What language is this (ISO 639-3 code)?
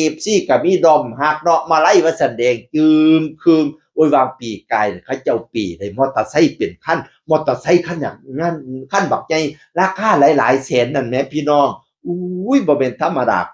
tts